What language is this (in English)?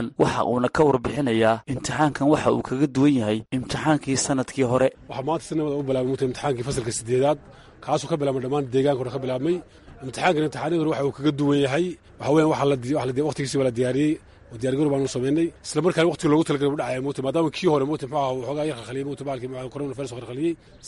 Somali